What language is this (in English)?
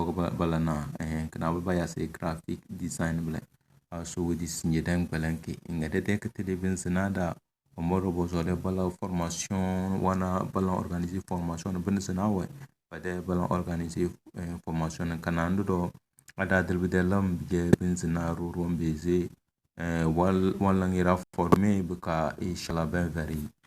Tem